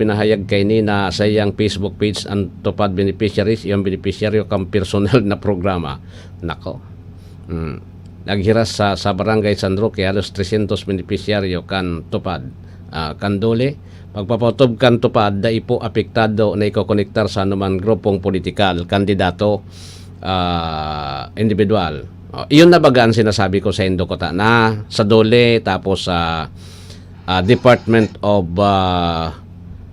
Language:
Bikol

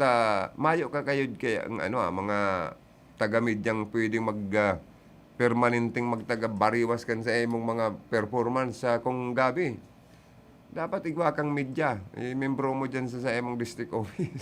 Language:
Bikol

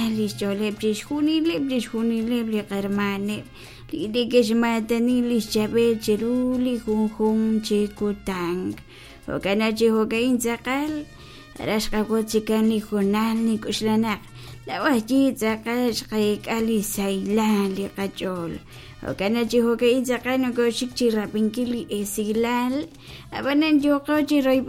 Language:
Kekchí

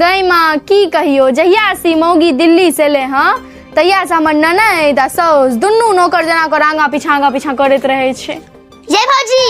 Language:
Maithili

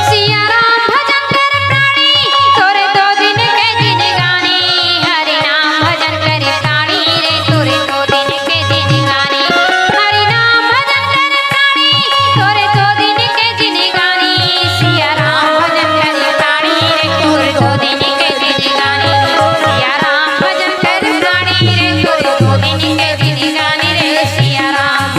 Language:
Chhattisgarhi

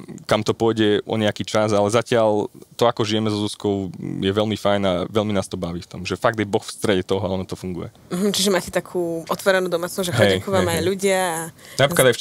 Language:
Slovak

